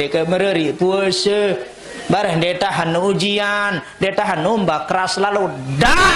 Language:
Sasak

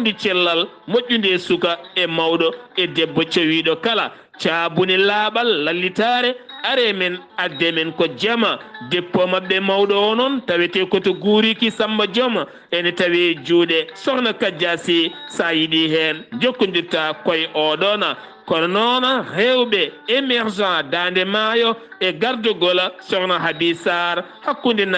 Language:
Fula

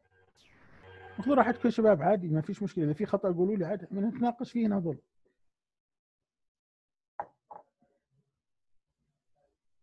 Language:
South Levantine Arabic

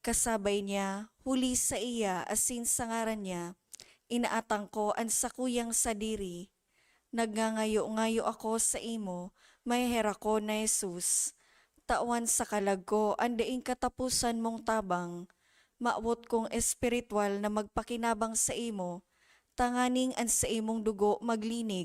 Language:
Bikol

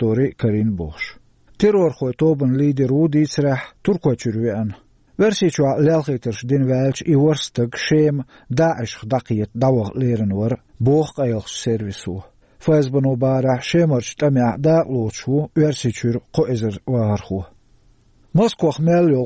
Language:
Chechen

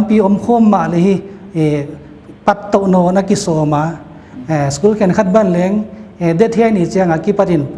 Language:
Paite Chin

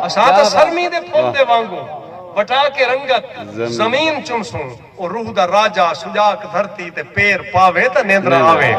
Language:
Saraiki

